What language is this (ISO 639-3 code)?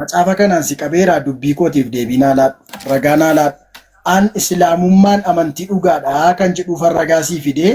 orm